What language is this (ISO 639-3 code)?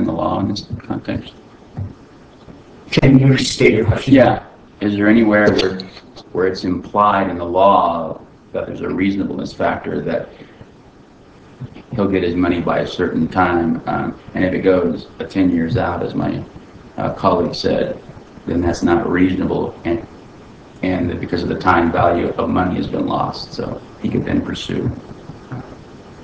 eng